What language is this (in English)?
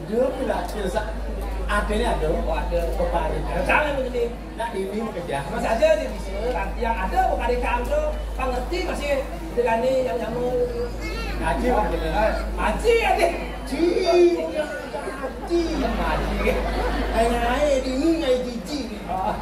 Balinese